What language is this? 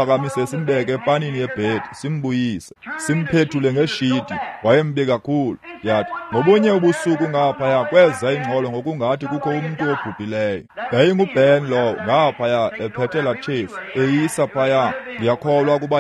Xhosa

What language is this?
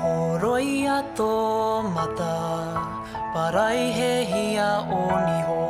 Māori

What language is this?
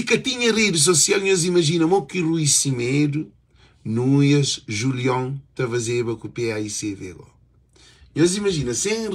Kabuverdianu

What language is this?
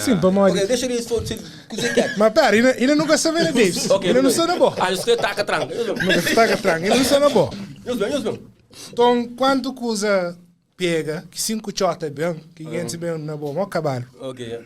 Kabuverdianu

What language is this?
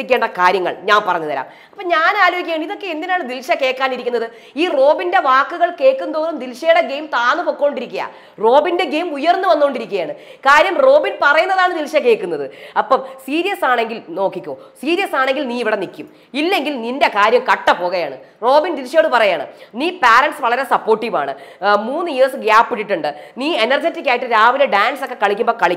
Malayalam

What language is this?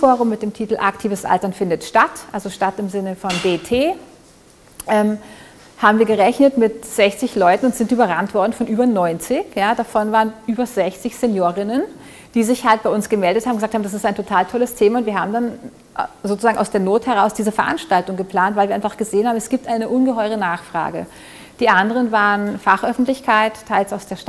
German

